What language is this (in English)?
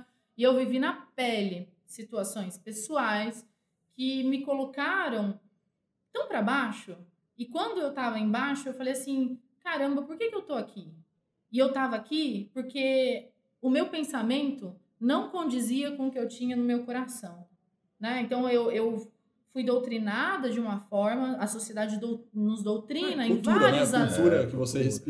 Portuguese